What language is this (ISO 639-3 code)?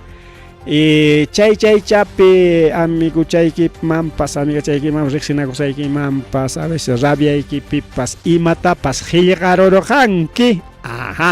quy